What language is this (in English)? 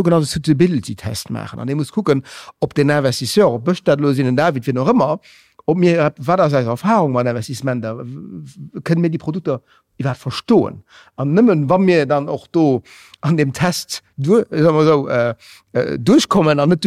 Luxembourgish